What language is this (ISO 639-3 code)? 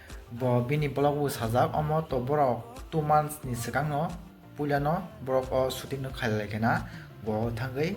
trp